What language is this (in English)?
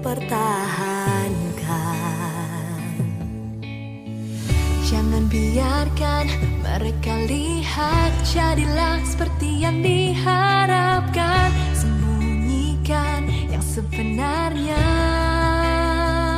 Indonesian